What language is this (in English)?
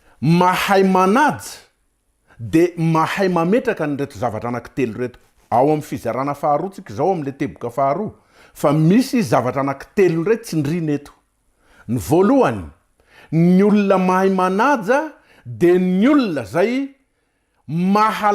Malagasy